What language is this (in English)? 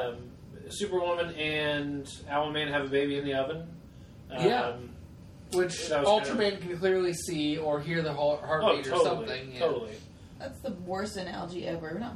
English